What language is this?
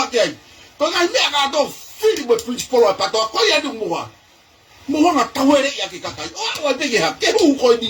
Tongan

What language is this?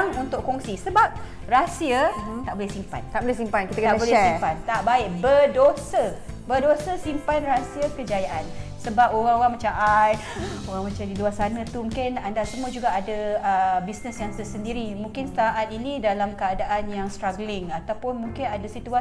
Malay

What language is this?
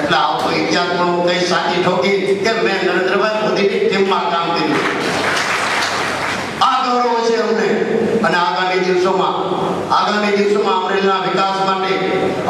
Gujarati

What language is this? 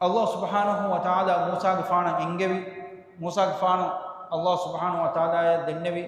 Divehi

